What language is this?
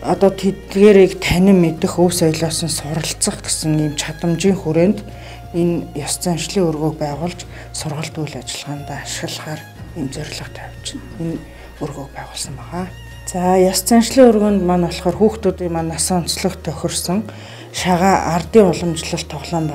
Mongolian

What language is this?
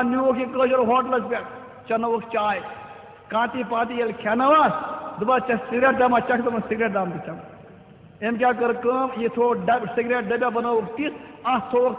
Kashmiri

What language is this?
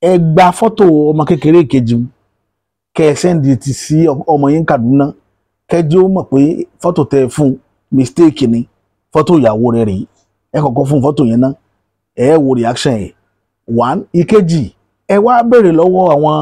Yoruba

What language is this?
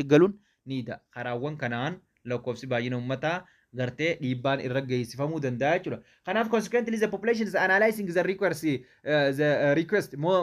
Oromo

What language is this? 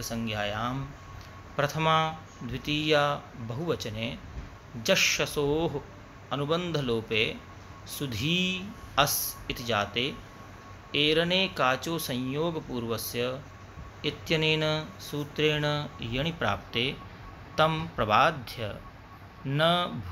Sanskrit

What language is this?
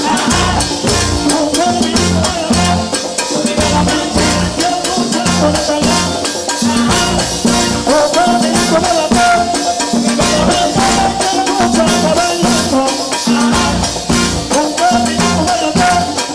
Papiamento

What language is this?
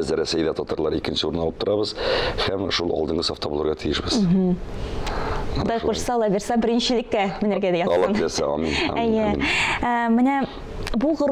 Tatar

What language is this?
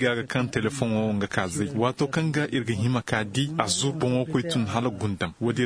Zarma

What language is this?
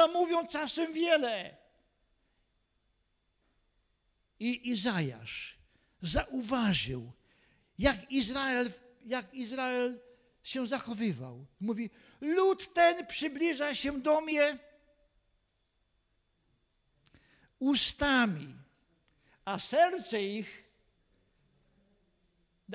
Polish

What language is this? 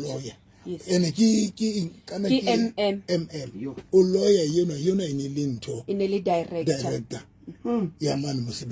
Southern Sotho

